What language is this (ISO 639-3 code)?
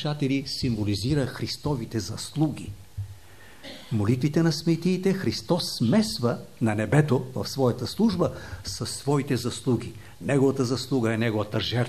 bul